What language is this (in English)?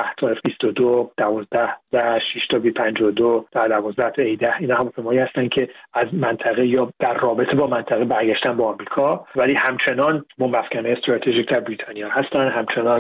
Persian